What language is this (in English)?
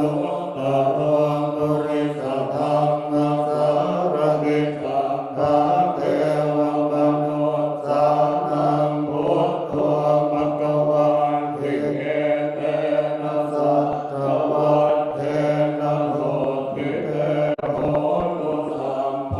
Pali